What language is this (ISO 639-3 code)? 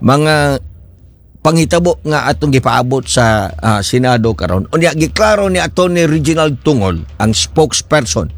ceb